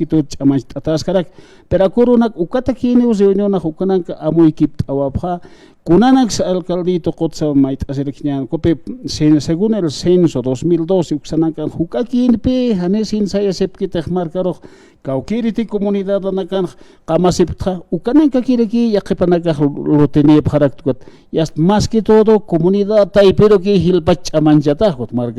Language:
Aymara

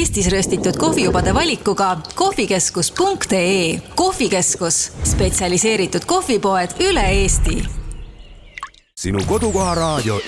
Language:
Estonian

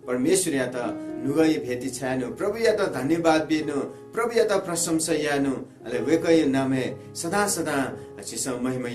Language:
Newari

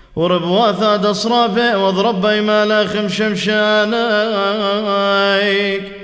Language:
Classical Syriac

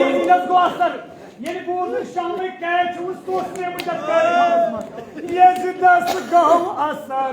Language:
Kashmiri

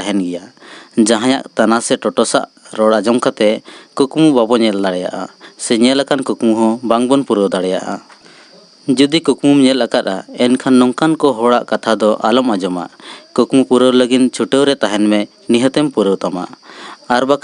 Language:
Santali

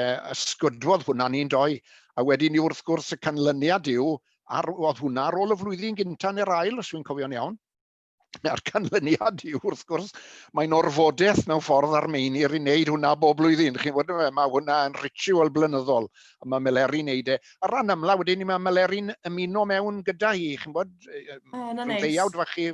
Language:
Welsh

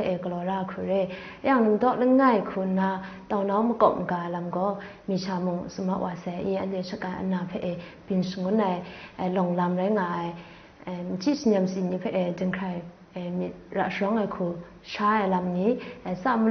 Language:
Kachin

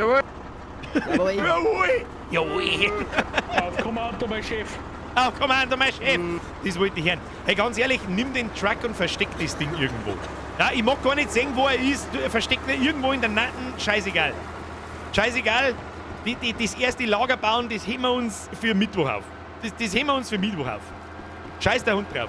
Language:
Bavarian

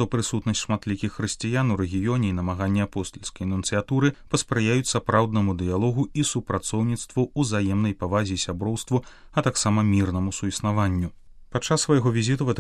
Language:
Belarusian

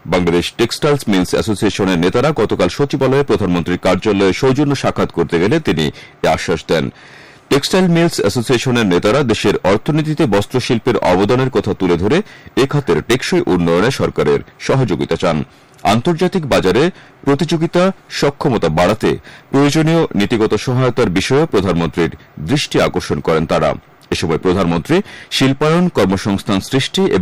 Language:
Bangla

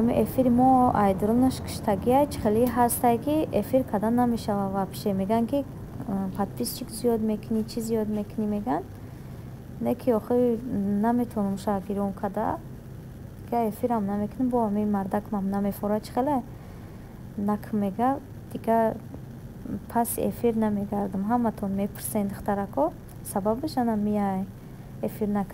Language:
Tajik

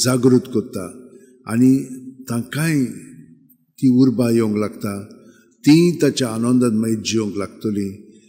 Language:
Konkani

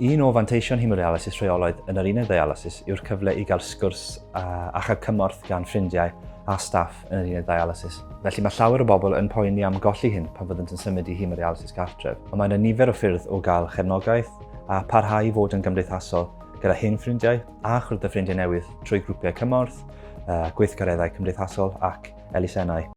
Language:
Welsh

